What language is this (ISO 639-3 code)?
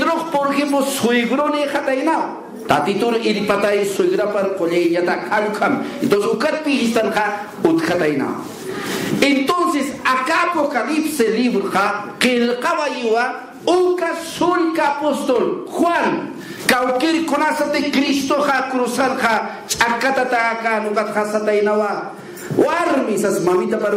aym